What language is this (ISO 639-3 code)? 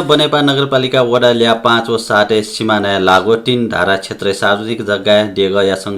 new